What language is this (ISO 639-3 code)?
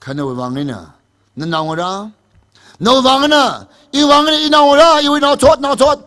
nmf